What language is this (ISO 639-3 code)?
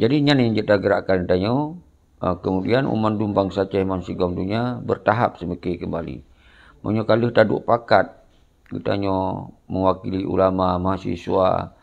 ace